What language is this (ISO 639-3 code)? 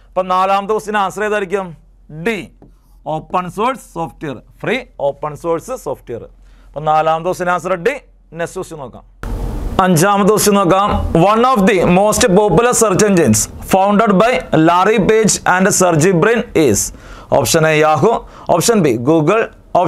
mal